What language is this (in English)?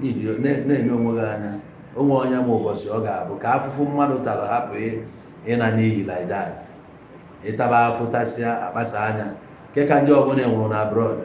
Igbo